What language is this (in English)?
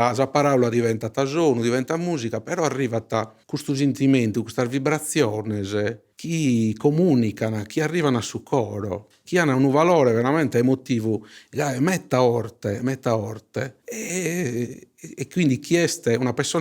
Sardinian